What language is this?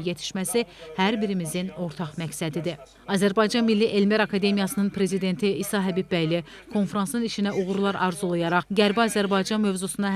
Azerbaijani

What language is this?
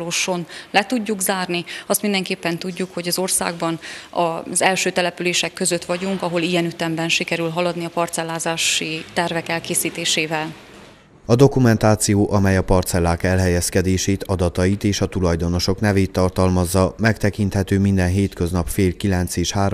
Hungarian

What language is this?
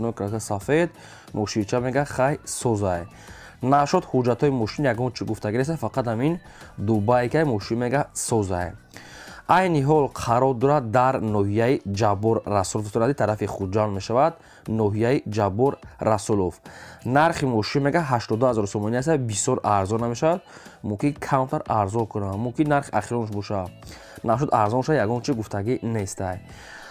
Tajik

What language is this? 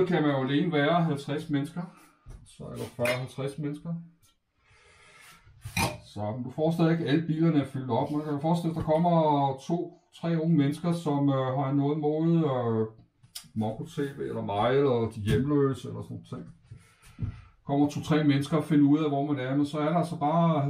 Danish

